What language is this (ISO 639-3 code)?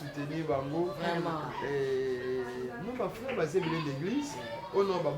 lin